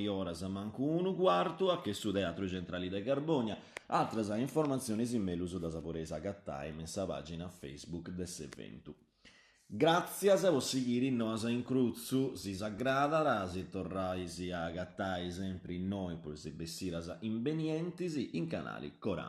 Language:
Sardinian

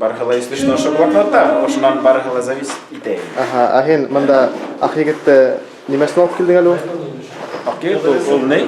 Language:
Bashkir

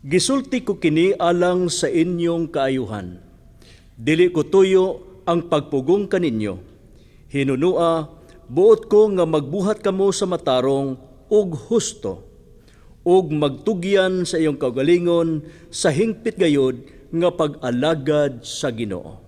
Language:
Cebuano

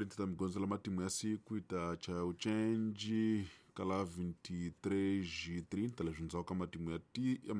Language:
Tsonga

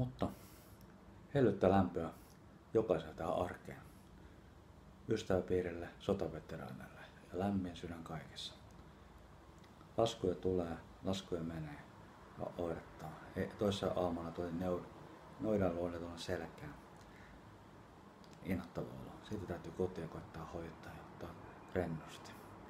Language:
Finnish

